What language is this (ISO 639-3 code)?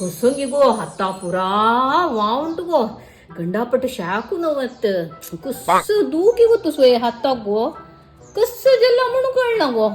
kok